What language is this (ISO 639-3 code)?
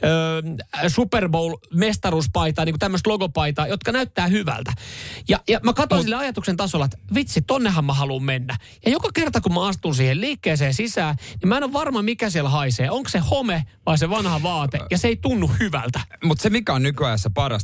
fin